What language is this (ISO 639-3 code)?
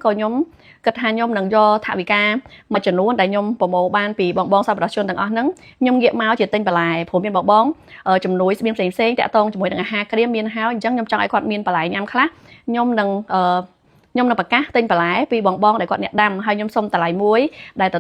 khm